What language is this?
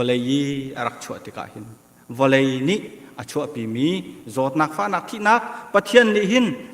Hakha Chin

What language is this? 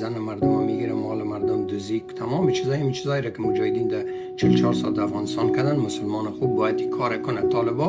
Persian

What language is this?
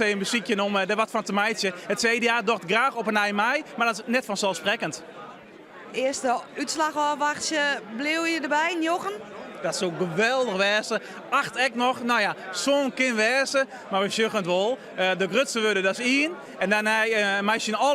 Western Frisian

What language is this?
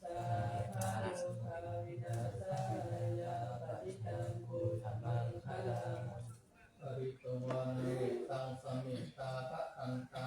Pali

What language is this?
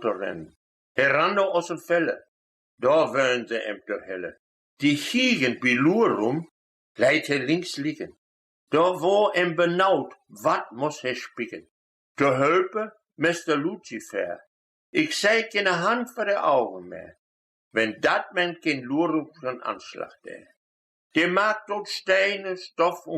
Westphalien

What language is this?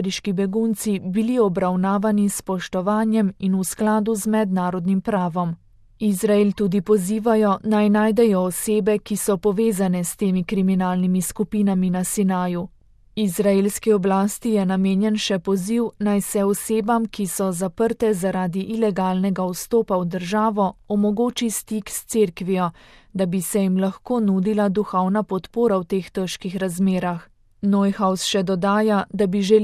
Slovenian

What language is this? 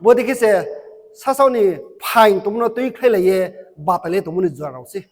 Riang (India)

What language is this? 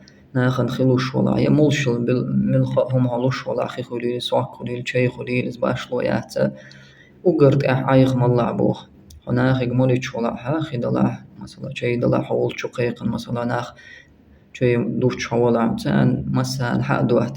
Chechen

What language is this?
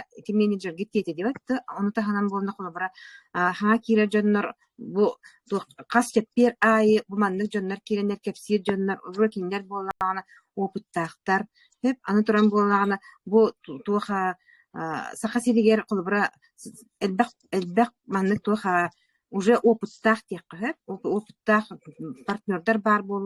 Yakut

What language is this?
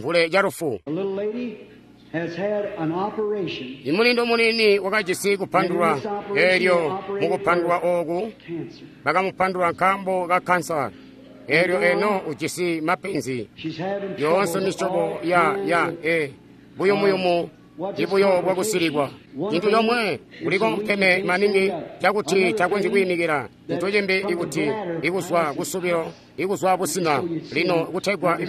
Tonga (Zambia)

